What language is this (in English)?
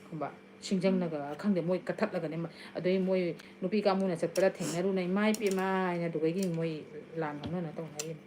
Manipuri